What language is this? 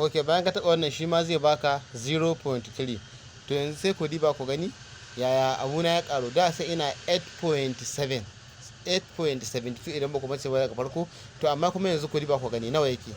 Hausa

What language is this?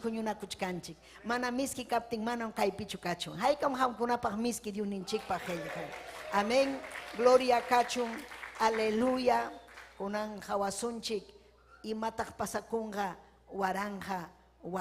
Ayacucho Quechua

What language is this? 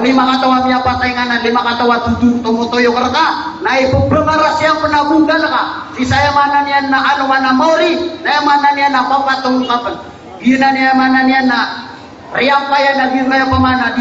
Maranao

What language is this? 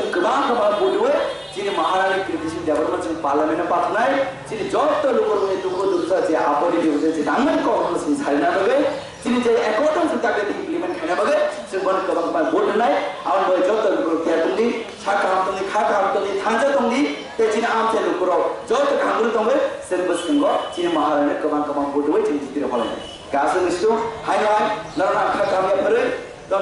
Kok Borok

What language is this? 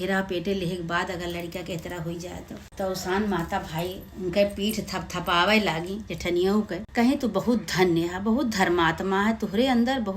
Awadhi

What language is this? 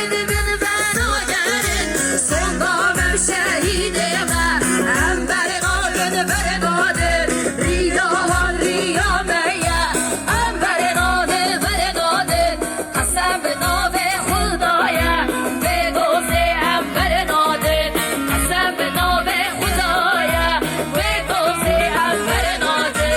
Kurdish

